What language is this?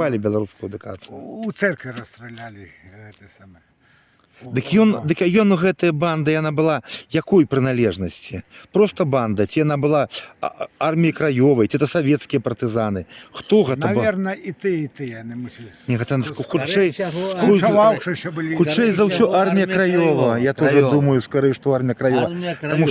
Belarusian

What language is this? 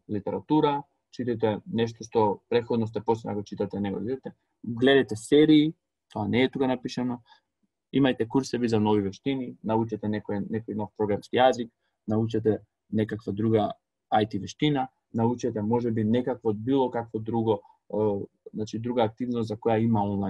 Macedonian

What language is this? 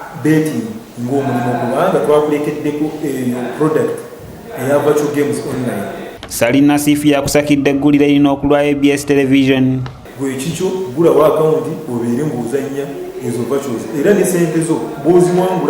Ganda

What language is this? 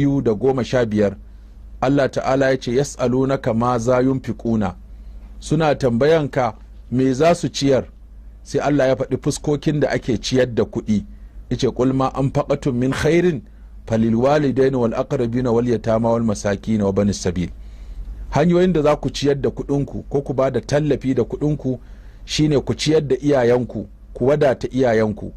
Hausa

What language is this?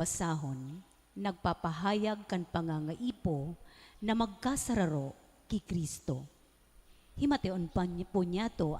Bikol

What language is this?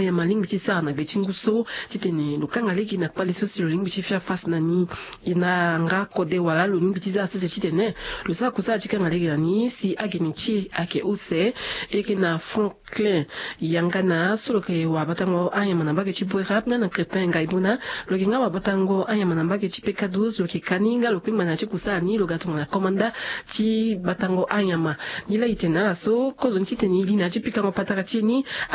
Sango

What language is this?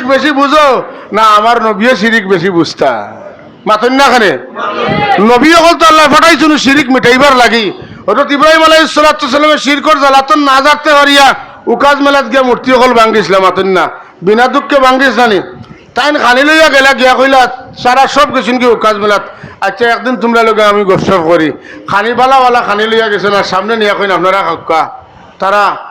Sylheti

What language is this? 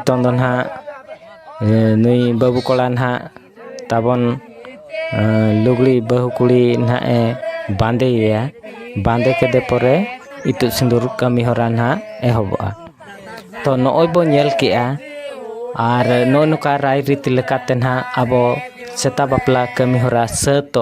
Santali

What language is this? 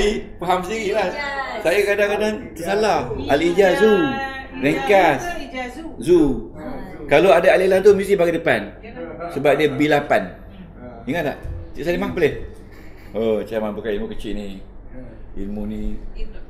Malay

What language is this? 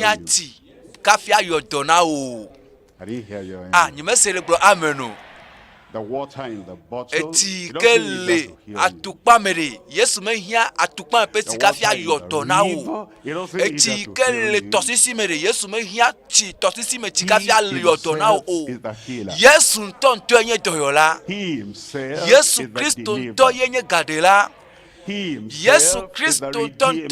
Ewe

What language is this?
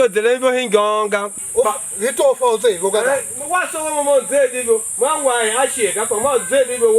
Tiv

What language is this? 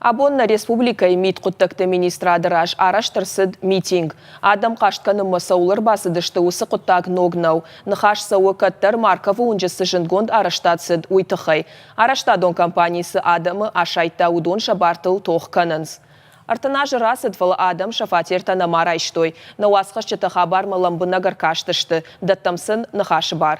Ossetic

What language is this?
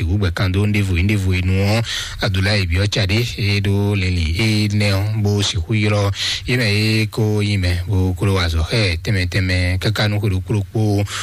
Fon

